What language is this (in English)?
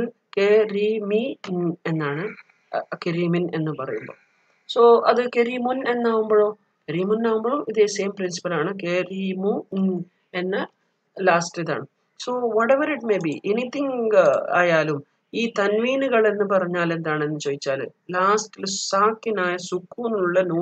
Malayalam